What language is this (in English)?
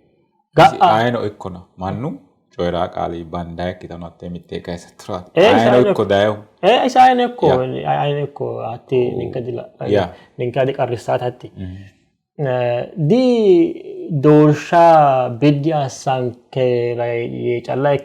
Sidamo